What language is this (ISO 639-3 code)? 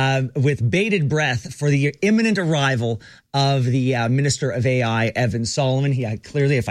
eng